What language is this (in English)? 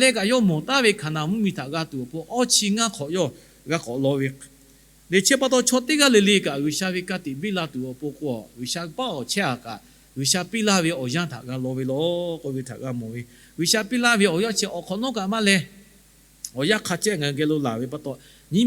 Lahu